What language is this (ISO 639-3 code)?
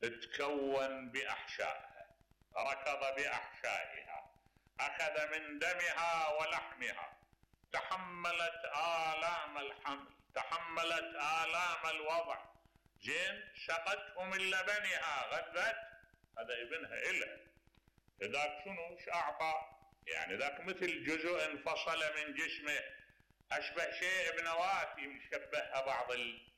acm